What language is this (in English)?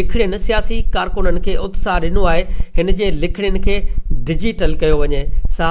Sindhi